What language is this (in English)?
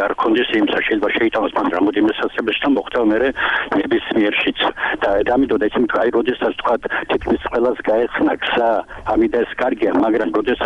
Georgian